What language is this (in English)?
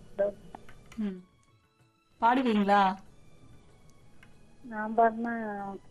Tamil